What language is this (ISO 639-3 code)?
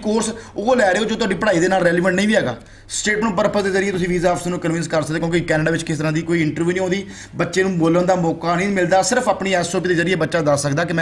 pan